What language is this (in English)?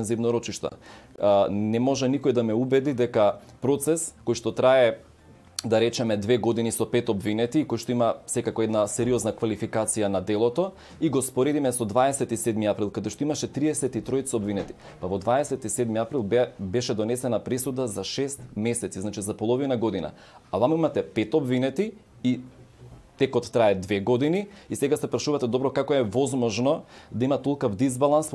Macedonian